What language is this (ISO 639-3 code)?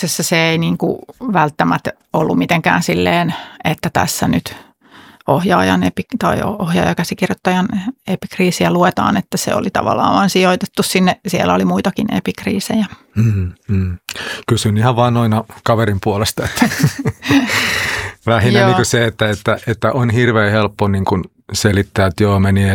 fin